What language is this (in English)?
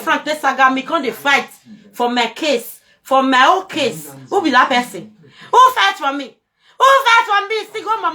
Nigerian Pidgin